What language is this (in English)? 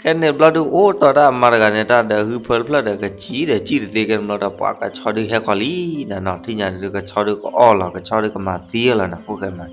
S'gaw Karen